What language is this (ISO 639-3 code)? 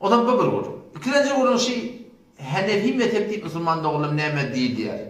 tuk